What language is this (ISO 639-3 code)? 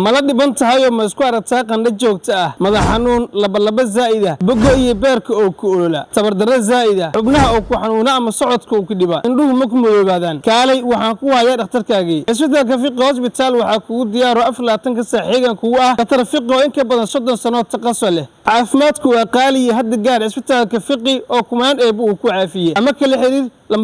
som